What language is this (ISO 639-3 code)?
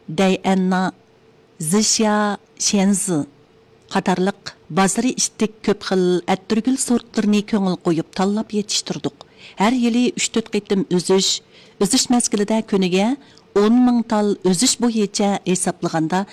uig